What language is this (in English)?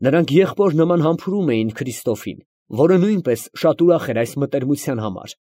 Armenian